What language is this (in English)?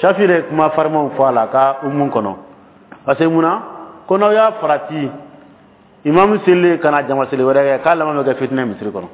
Dyula